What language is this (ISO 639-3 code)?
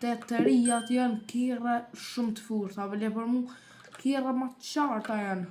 sqi